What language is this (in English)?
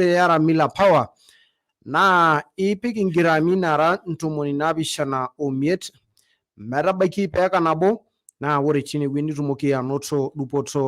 Masai